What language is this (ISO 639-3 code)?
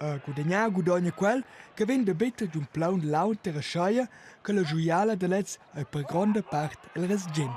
roh